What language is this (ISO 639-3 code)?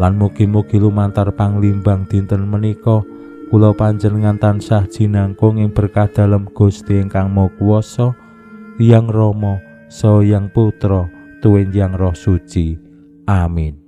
jav